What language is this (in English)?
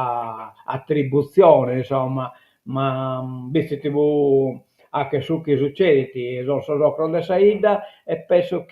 Sardinian